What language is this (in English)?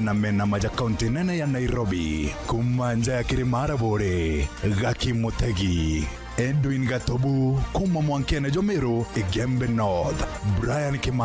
Meru